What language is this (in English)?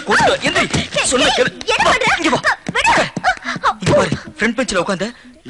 Tamil